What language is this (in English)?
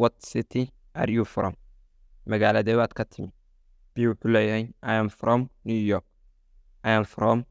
Somali